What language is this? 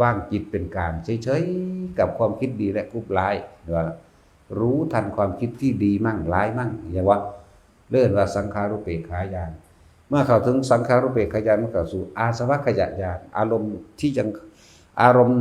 Northeastern Thai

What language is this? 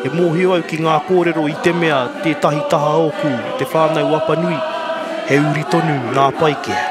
Māori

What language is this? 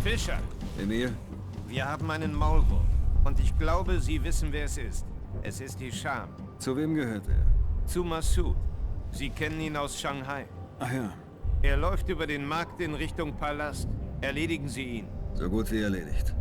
Bavarian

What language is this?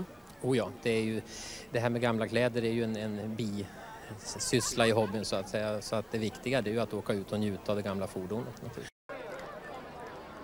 Swedish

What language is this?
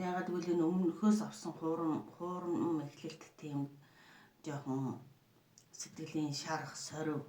Mongolian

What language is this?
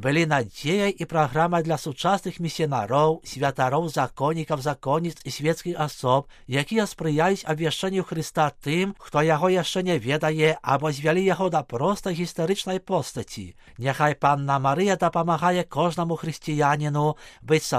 Belarusian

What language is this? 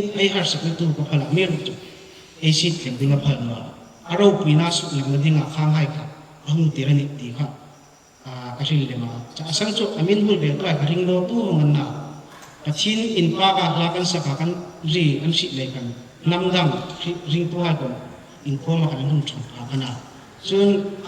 Hmar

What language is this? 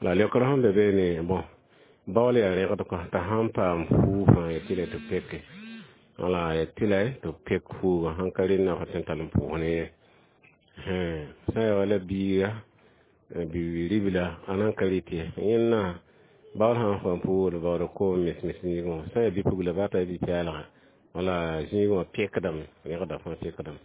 Mossi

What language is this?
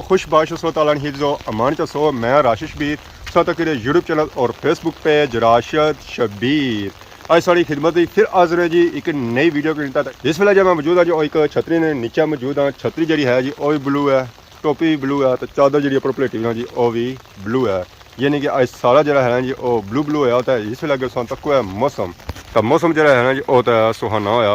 Pahari-Potwari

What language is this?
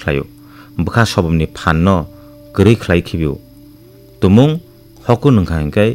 Kok Borok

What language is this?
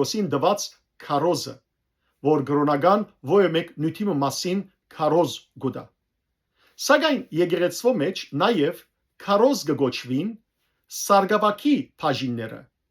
Western Armenian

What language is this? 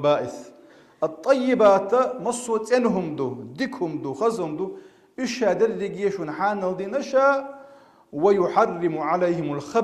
Chechen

